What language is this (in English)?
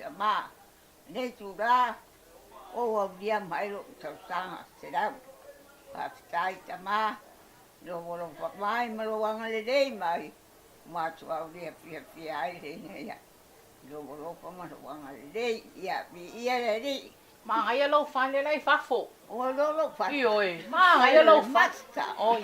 Samoan